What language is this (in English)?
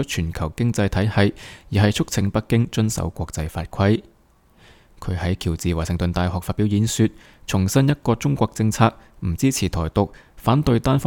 Cantonese